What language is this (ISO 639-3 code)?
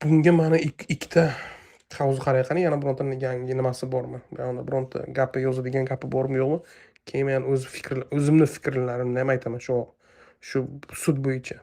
uzb